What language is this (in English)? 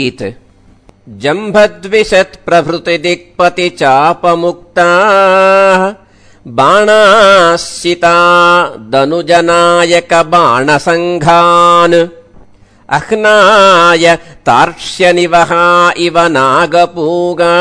Sanskrit